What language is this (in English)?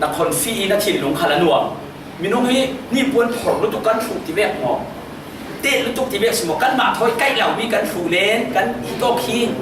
Falam Chin